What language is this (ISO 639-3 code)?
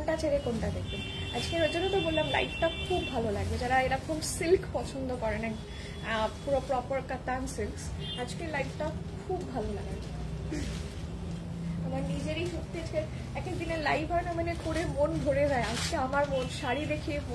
ben